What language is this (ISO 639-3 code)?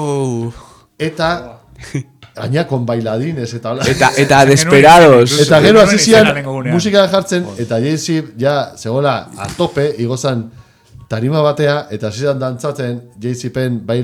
eus